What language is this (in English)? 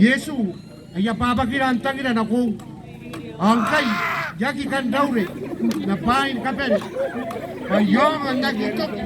Gilbertese